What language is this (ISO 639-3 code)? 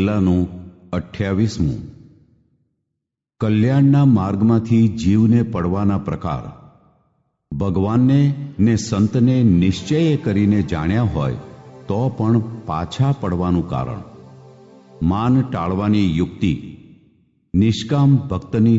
guj